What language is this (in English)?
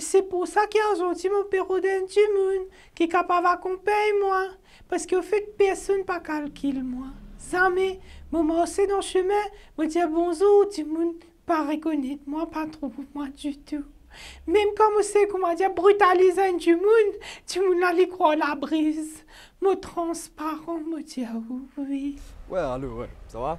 Morisyen